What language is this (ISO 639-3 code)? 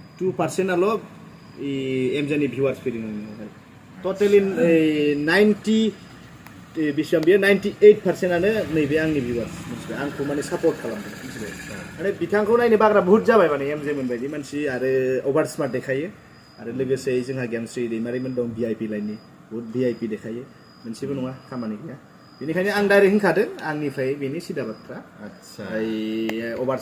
brx